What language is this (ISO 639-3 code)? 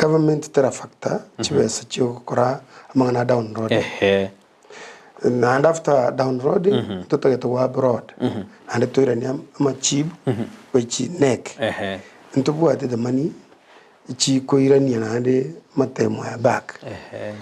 guz